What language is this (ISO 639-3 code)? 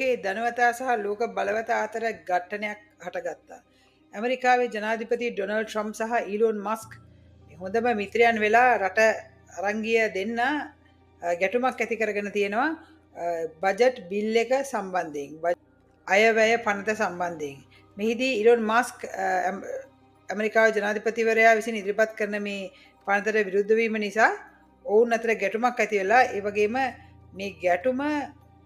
sin